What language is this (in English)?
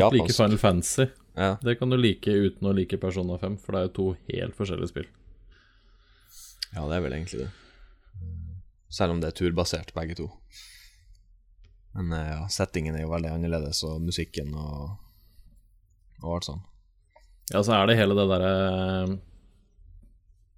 Norwegian